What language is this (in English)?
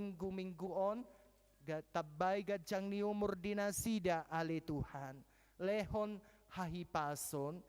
Batak Toba